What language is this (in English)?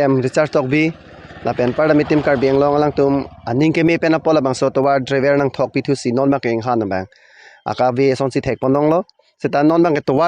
Karbi